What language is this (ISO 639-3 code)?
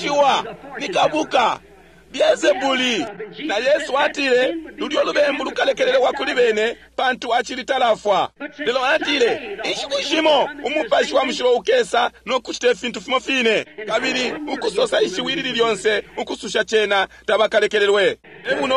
bem